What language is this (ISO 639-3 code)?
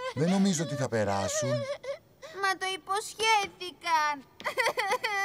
ell